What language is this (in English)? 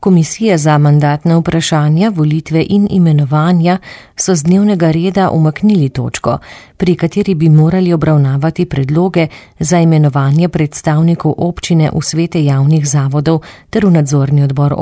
Slovenian